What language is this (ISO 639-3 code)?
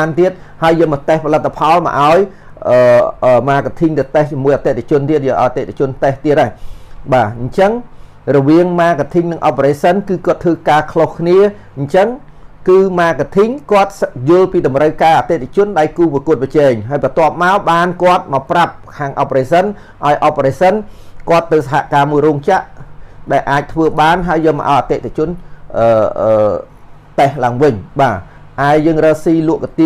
khm